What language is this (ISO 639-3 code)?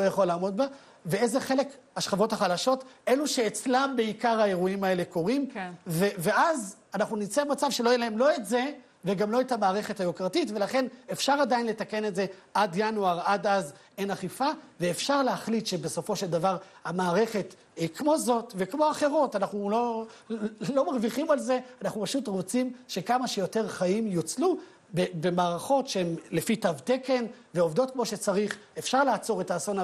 heb